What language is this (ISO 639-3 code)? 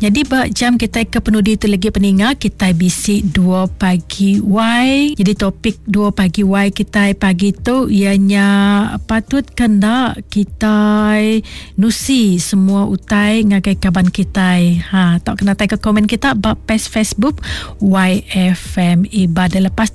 iba